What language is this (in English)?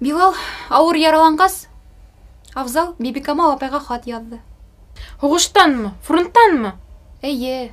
Bashkir